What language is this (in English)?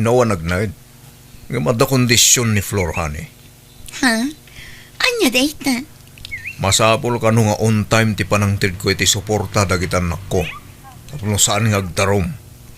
Iloko